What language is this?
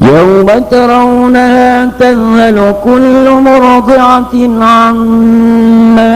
Maranao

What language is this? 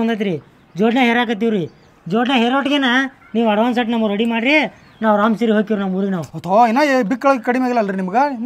Kannada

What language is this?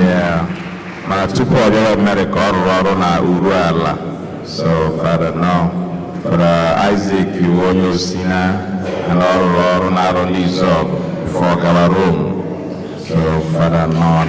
Igbo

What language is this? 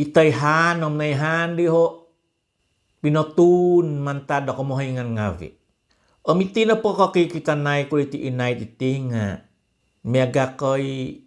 Central Dusun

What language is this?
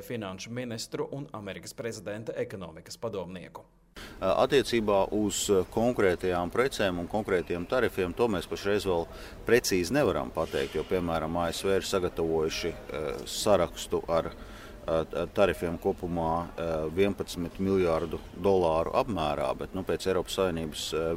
Latvian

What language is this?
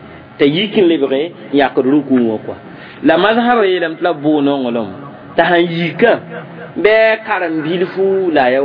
Mossi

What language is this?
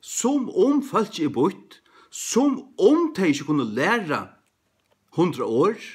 Faroese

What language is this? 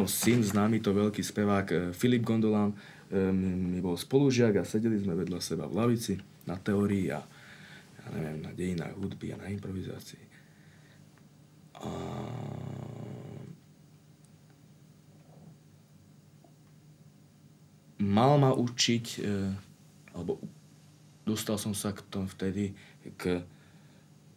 Slovak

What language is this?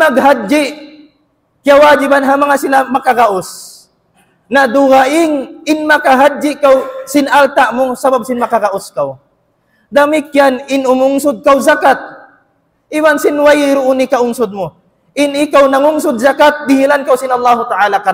Tausug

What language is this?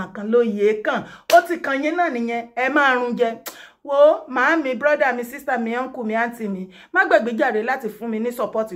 Yoruba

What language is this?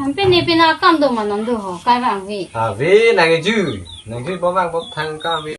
Karbi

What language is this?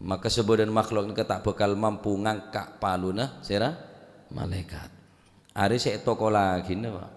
Madurese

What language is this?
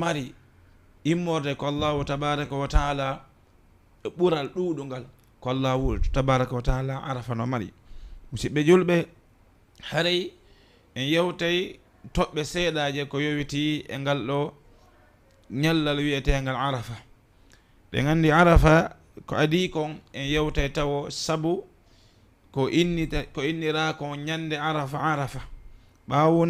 Fula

